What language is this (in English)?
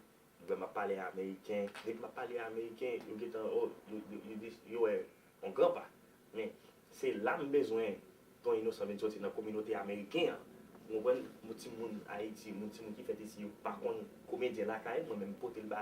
Haitian Creole